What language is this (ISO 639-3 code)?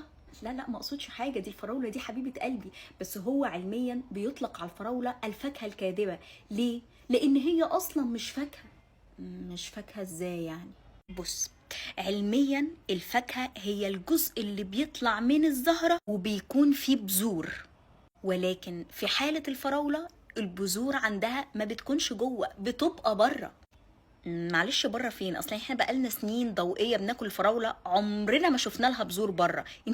arz